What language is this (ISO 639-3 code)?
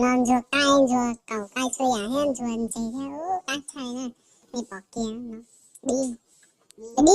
hmn